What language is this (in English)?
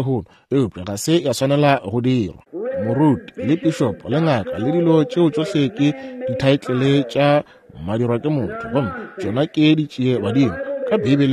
Northern Sotho